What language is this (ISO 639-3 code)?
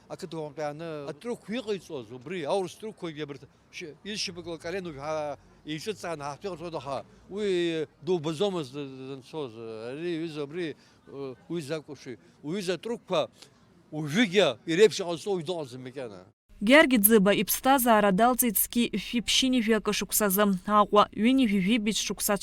abk